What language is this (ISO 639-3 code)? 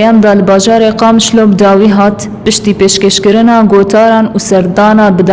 kur